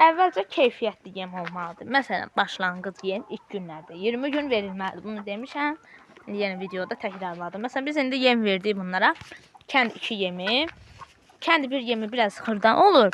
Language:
Azerbaijani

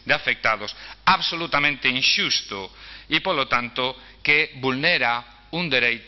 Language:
Galician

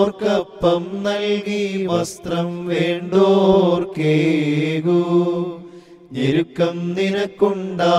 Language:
Malayalam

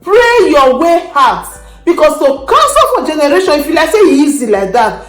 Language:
Nigerian Pidgin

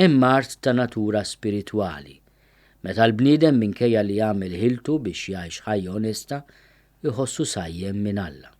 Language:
Maltese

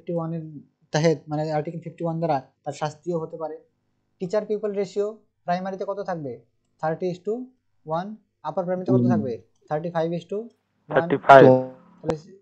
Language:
Bangla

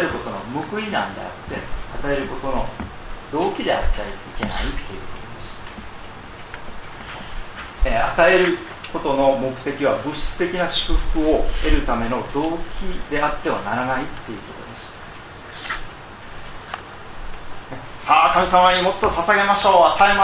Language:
Japanese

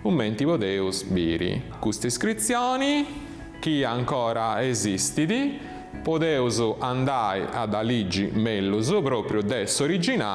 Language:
Sardinian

